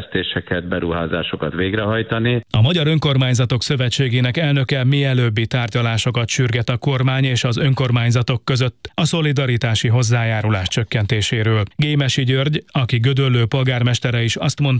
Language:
Hungarian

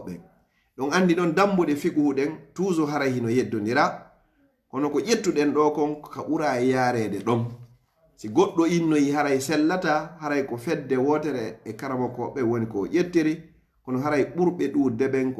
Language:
Pular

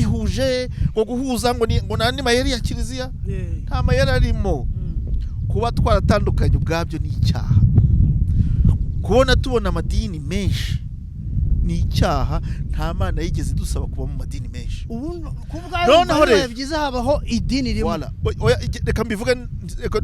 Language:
Kinyarwanda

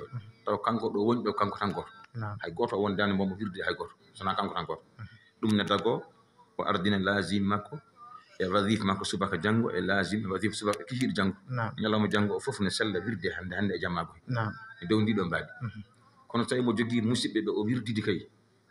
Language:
Fula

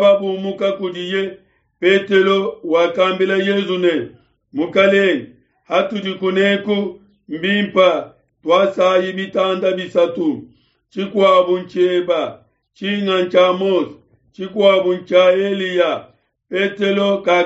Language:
Luba-Lulua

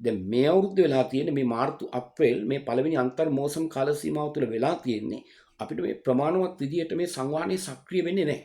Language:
Sinhala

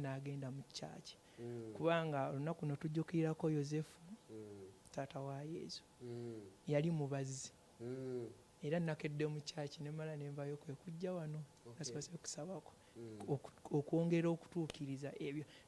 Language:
Ganda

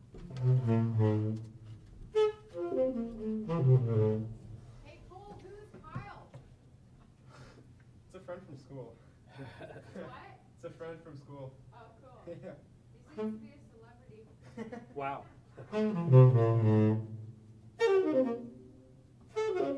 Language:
English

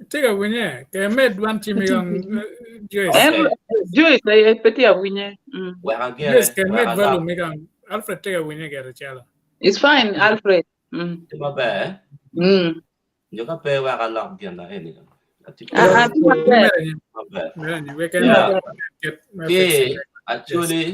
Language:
Acoli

